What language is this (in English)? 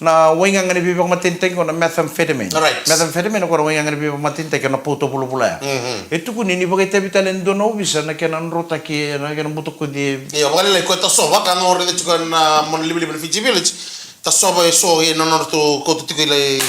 Fijian